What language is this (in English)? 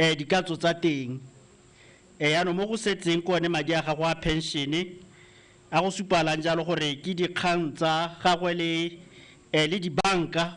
Tswana